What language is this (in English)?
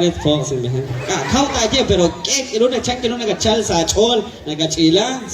Kekchí